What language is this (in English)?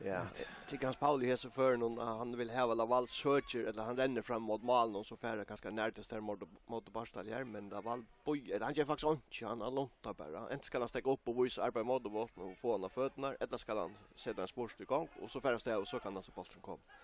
Faroese